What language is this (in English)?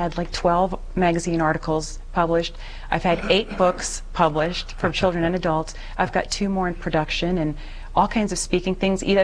English